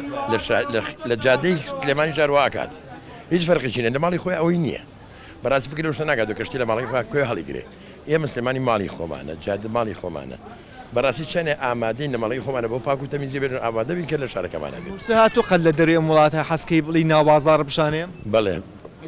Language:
Central Kurdish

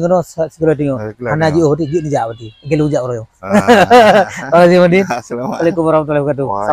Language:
Achinese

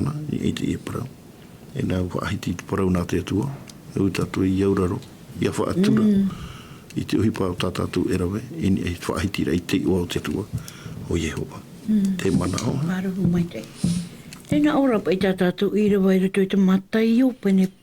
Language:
Tahitian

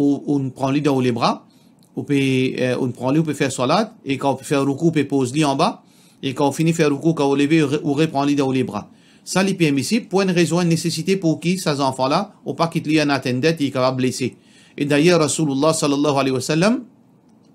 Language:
Morisyen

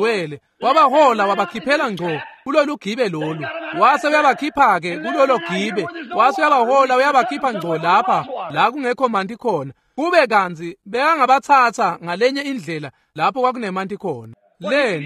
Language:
Swati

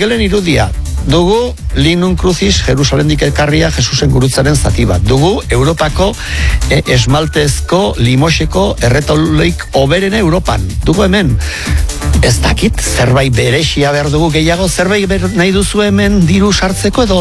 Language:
Basque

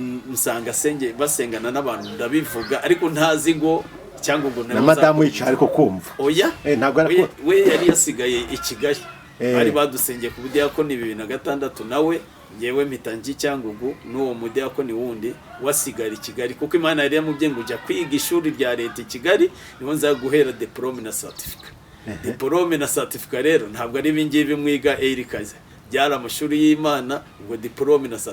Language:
Kinyarwanda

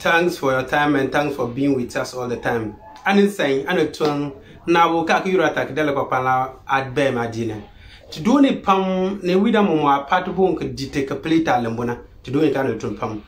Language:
Konkomba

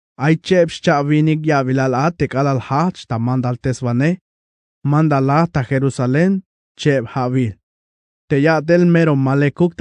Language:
Tzeltal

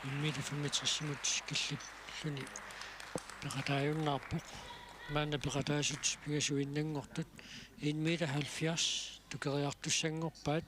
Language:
Kalaallisut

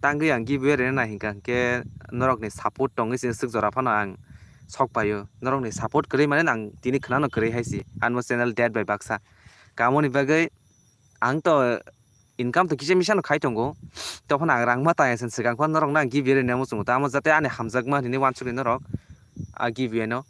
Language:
Kok Borok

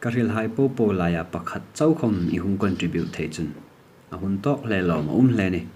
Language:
Hmar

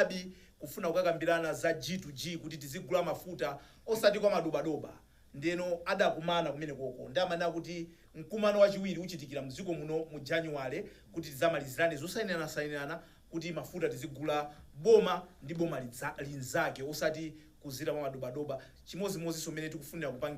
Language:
Nyanja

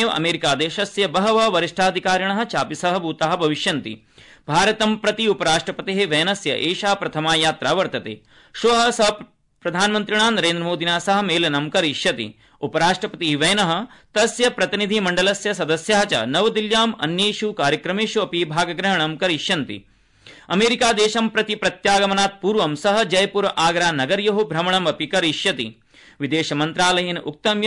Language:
Sanskrit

